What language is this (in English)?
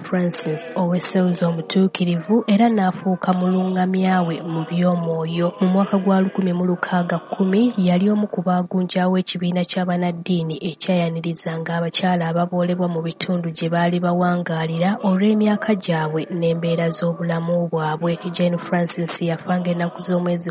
Ganda